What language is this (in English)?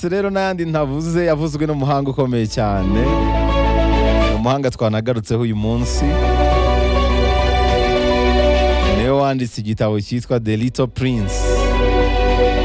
Kinyarwanda